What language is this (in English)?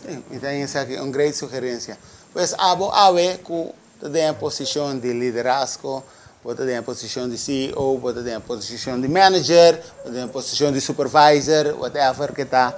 Papiamento